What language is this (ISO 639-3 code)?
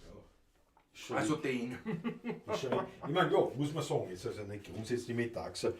bar